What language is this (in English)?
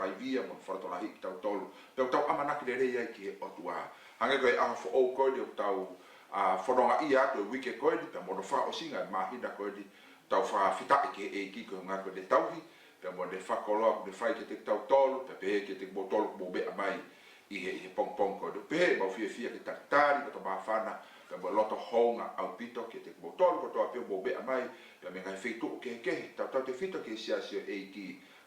Tongan